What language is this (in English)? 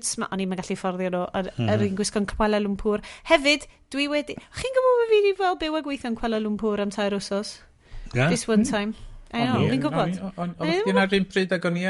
Welsh